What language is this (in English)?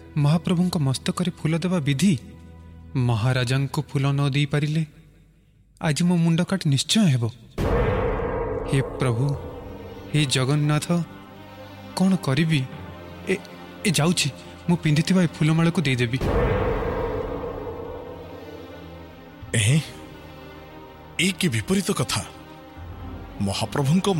Odia